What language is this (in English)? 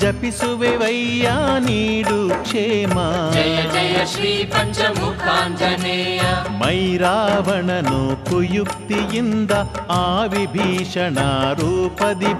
Kannada